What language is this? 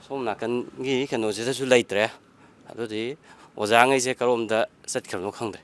Manipuri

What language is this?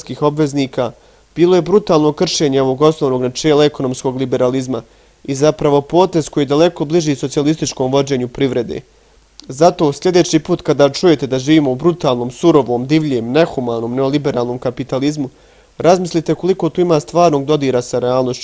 Bosnian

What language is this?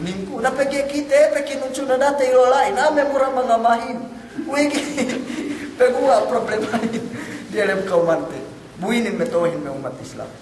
Yakan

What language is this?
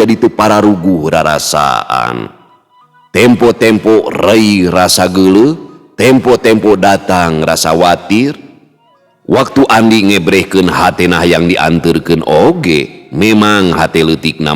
Sundanese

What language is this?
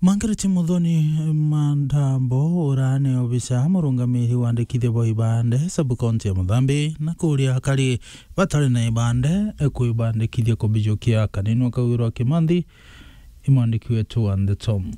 Meru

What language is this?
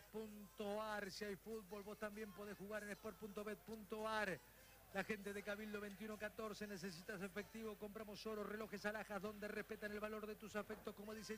Spanish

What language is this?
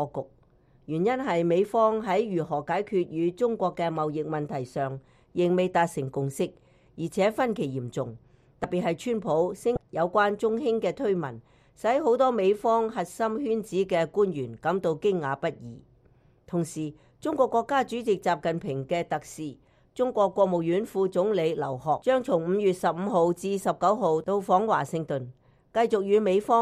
Cantonese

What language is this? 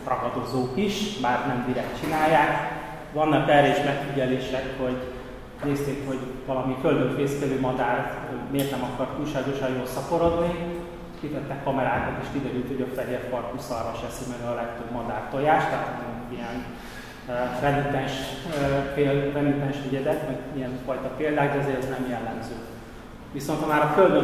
Hungarian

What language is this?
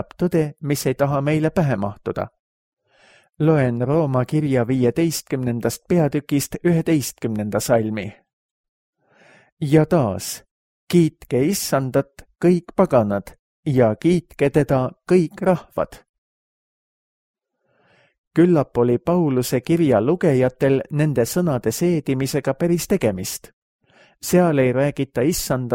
Estonian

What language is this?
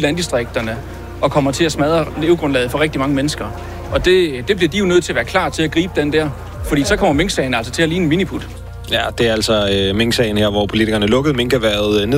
Danish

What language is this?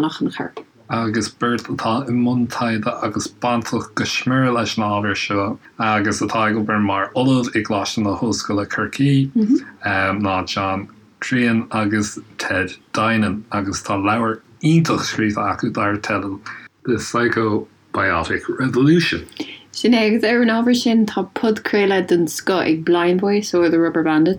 Irish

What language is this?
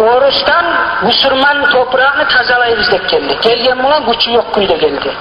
Kumyk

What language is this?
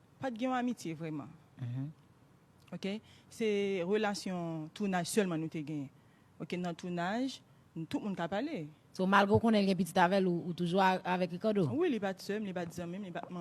Haitian Creole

